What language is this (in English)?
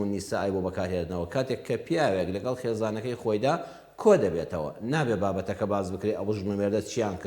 Central Kurdish